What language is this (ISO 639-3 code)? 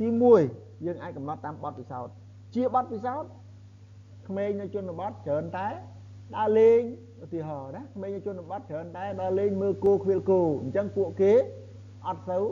khm